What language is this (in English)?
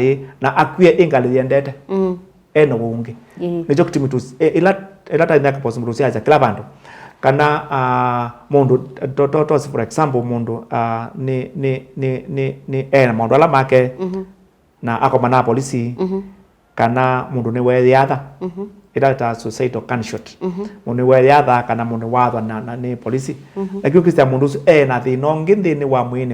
Kamba